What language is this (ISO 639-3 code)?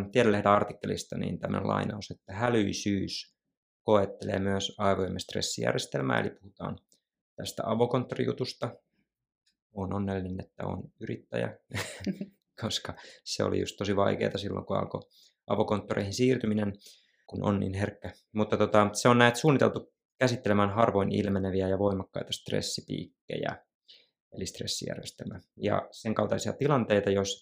fin